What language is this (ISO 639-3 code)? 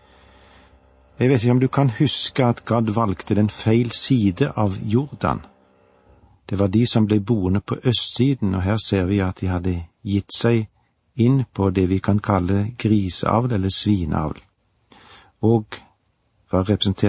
nor